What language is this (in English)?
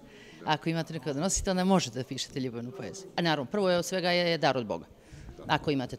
Croatian